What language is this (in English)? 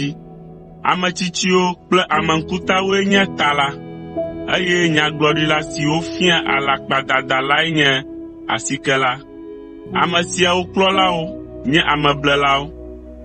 Ewe